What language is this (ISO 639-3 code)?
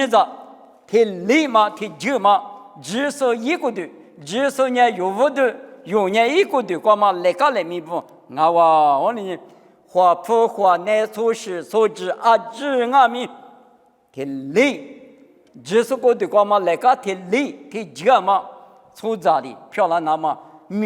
lis